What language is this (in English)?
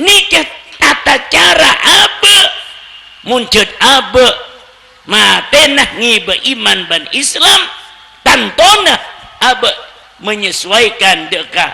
Madurese